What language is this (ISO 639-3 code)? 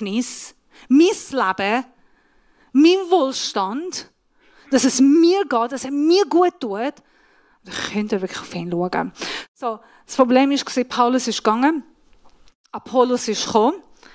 gsw